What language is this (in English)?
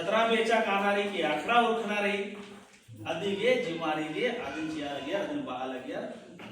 Kurukh